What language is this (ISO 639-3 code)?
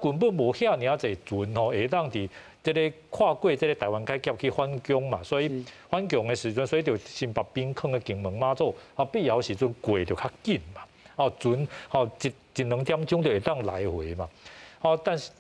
nan